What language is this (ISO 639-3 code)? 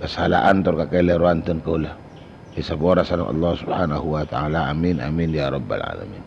mad